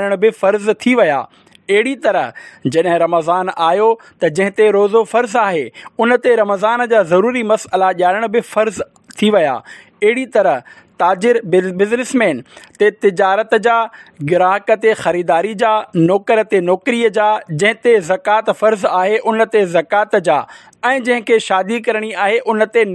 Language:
Sindhi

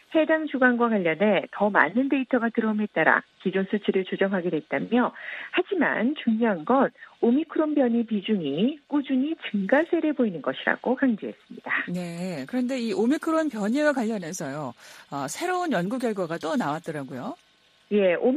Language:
Korean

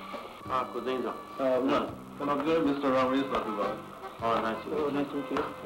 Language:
Burmese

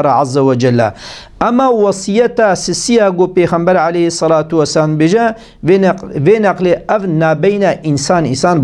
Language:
Kurdish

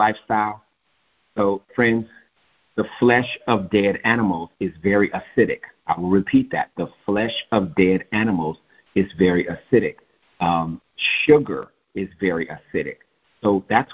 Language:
English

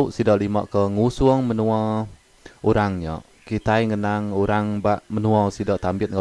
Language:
Iban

